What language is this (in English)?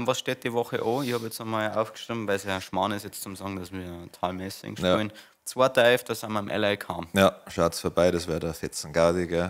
Bavarian